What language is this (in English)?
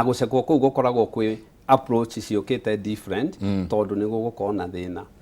Kikuyu